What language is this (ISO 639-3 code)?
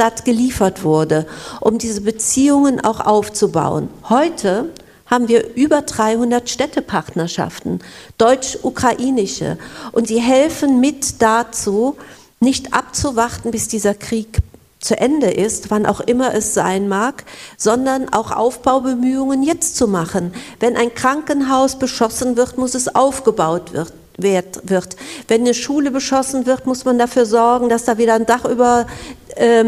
deu